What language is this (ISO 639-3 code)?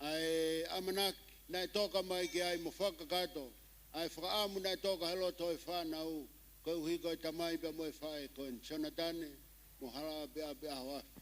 ton